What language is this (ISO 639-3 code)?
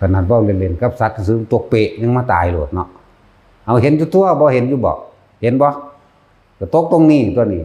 tts